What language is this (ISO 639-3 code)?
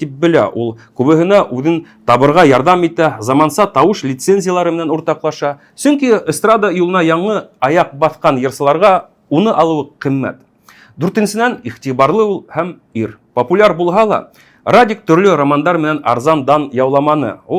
bak